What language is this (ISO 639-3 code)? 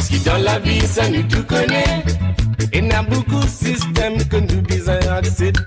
mfe